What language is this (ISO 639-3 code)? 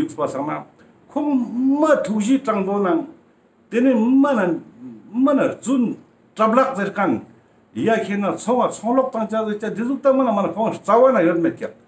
lbj